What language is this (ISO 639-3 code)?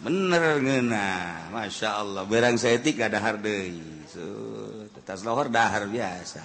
sun